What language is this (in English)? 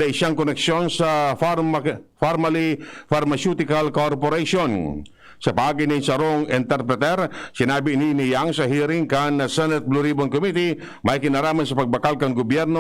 Bikol